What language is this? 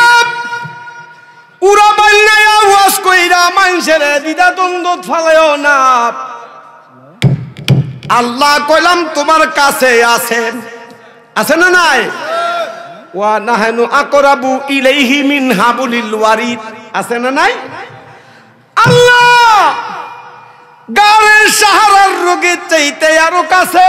Bangla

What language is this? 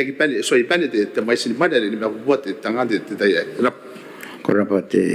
Gilbertese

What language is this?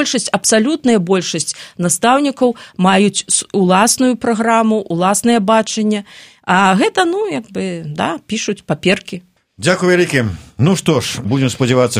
Belarusian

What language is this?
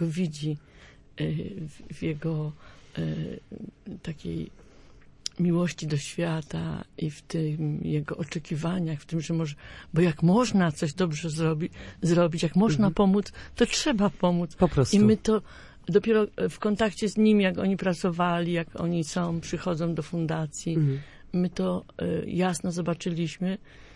Polish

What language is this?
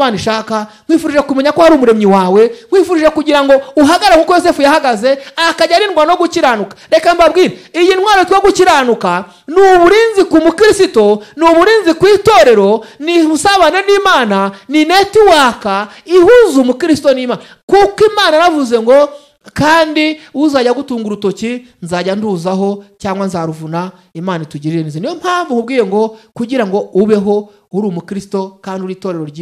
Kinyarwanda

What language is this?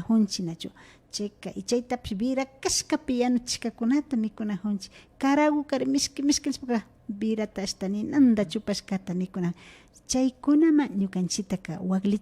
Imbabura Highland Quichua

